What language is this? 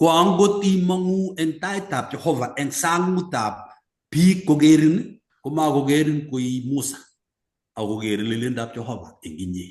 Kalenjin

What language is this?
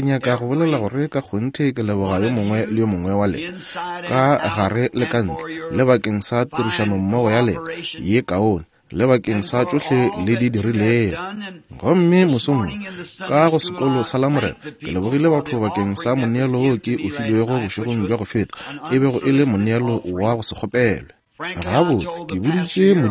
Northern Sotho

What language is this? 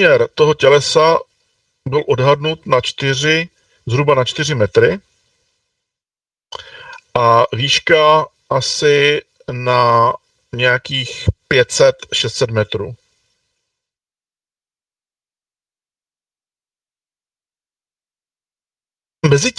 Czech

